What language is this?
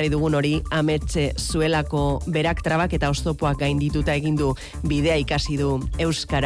Basque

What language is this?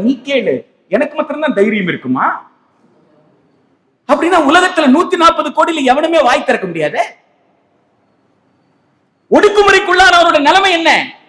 Tamil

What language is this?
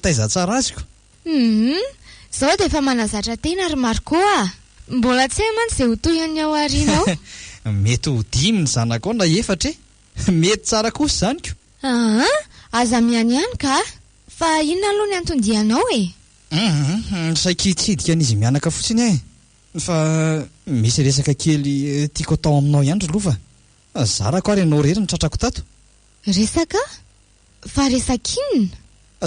Malagasy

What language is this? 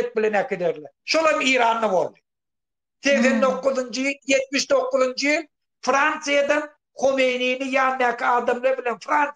Turkmen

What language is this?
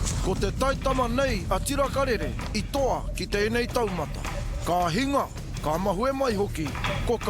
Māori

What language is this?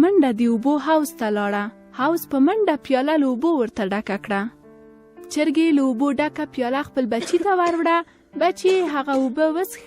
Pashto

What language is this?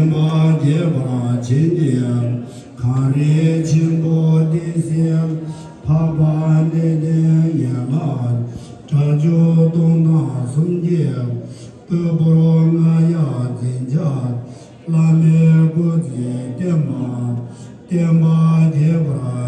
Tibetan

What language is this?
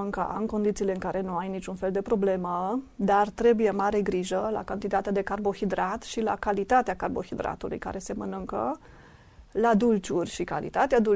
Romanian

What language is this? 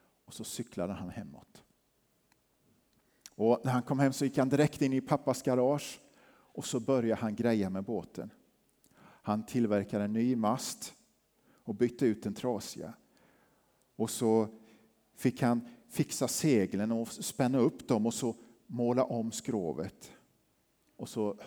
Swedish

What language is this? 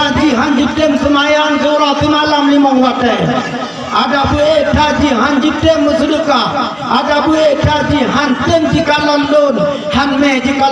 Achinese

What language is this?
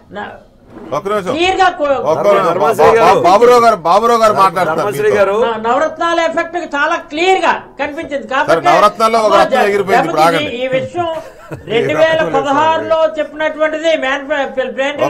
Telugu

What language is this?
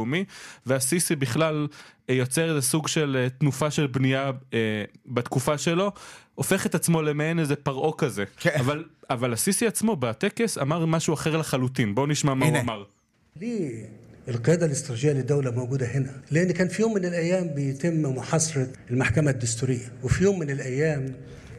Hebrew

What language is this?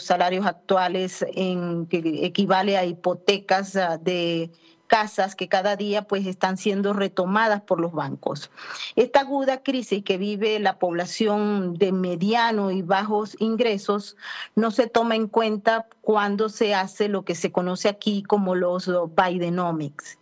Spanish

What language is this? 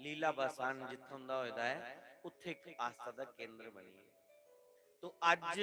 Dogri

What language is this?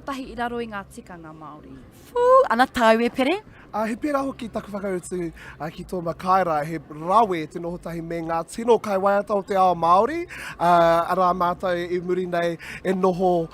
Māori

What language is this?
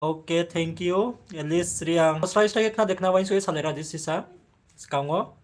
Riang (India)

